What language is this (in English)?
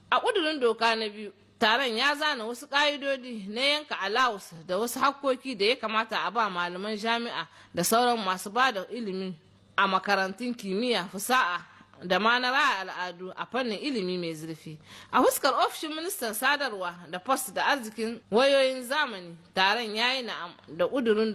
Hausa